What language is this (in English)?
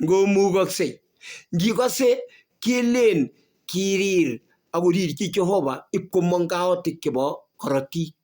Kalenjin